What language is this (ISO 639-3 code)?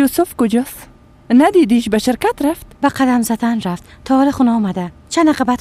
fas